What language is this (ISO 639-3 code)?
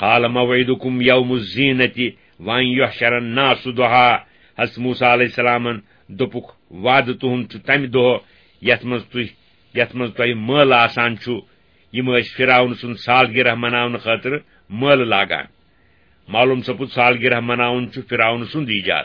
kas